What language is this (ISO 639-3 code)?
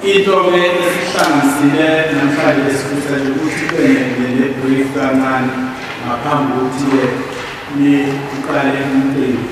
zul